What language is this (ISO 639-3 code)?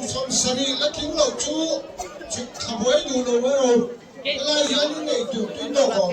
lus